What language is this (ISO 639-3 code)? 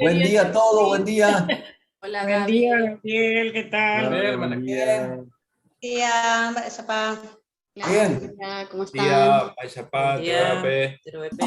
grn